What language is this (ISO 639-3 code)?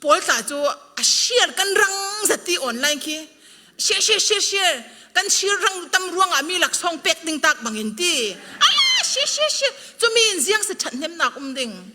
cfm